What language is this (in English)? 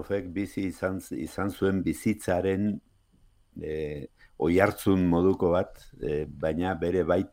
Basque